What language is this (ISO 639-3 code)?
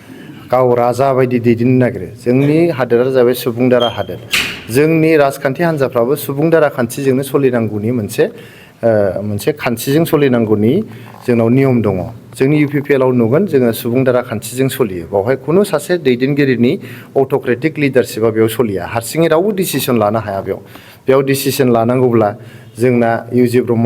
brx